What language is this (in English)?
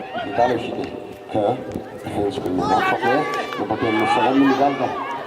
Tangkhul Naga (India)